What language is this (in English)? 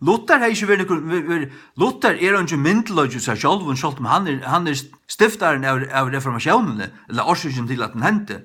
Faroese